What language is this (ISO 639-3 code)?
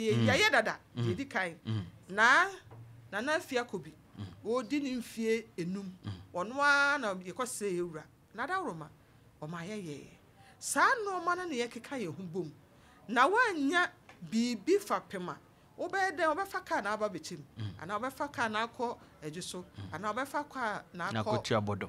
aka